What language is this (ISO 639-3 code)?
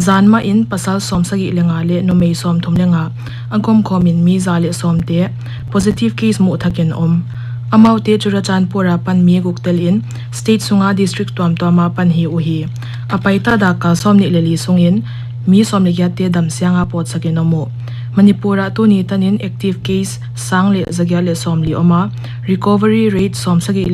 pck